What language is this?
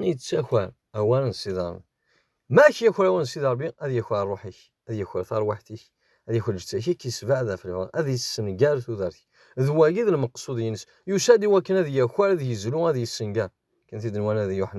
Kabyle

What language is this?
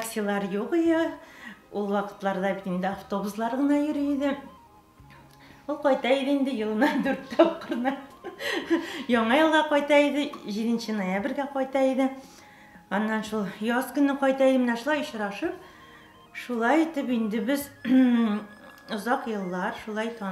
Tatar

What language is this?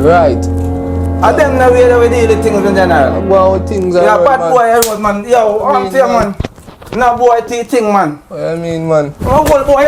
Jamaican Creole English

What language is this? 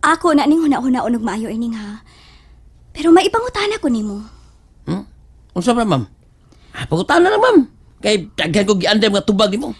Cebuano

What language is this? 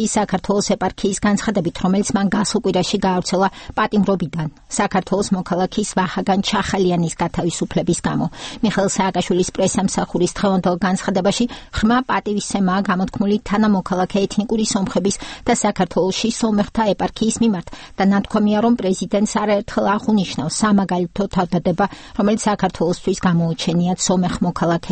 Georgian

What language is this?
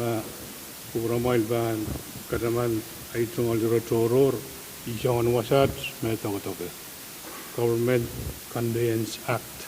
Pohnpeian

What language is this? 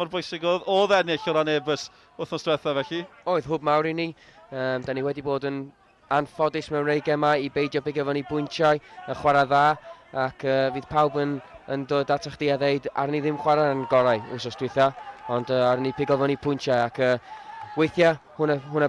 Welsh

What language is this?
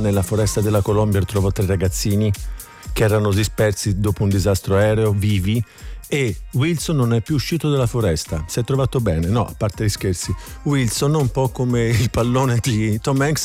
Italian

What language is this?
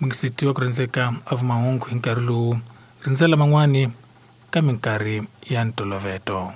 Tsonga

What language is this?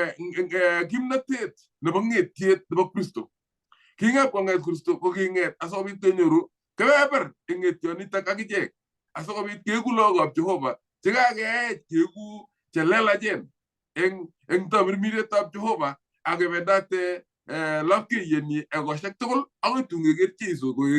Kalenjin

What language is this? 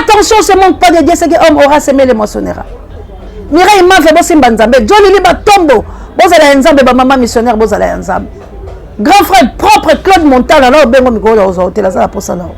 Lingala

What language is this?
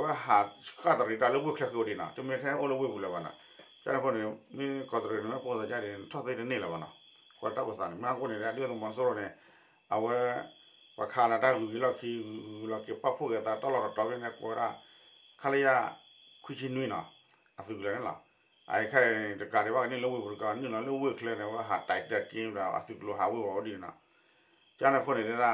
S'gaw Karen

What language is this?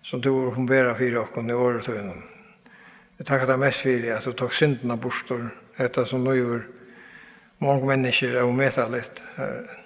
Faroese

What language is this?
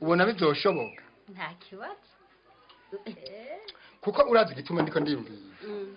Rundi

